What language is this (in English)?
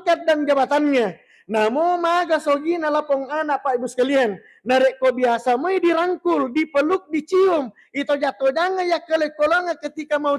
Buginese